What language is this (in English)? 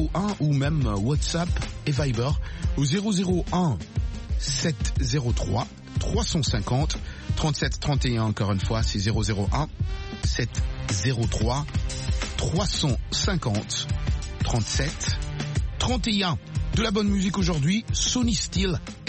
French